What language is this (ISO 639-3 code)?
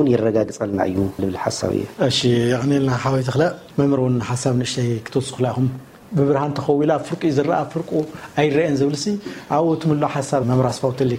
tir